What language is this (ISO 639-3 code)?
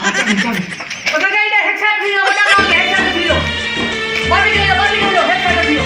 skr